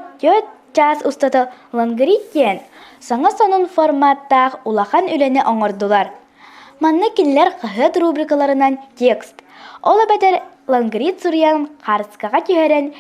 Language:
Yakut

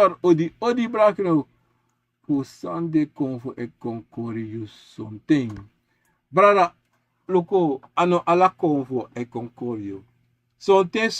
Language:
Sranan Tongo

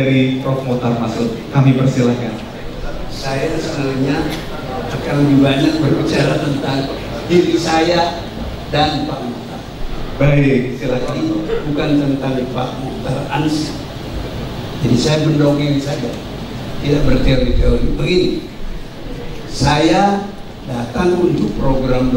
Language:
Indonesian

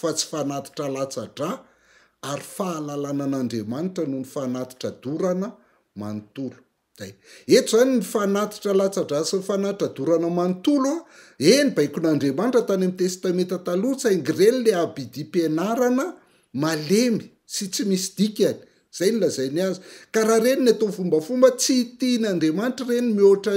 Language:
Malagasy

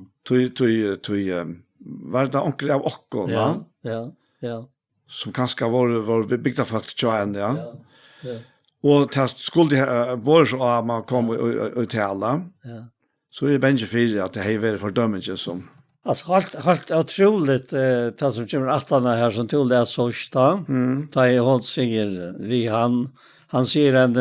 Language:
Faroese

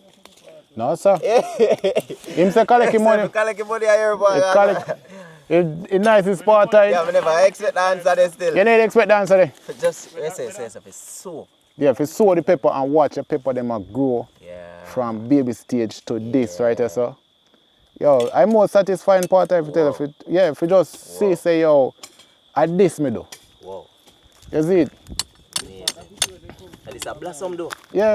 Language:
Jamaican Creole English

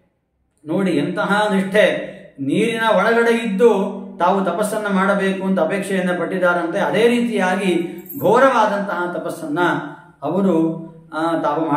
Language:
Kannada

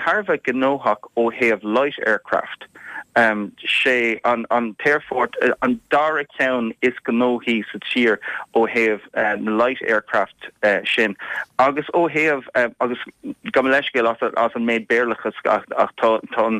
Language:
Irish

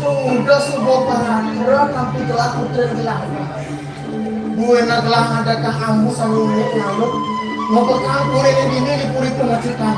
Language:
Balinese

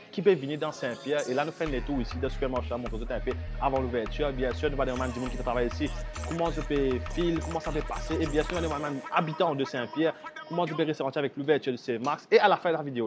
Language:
Morisyen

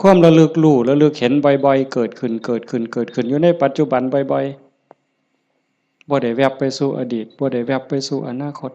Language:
Northeastern Thai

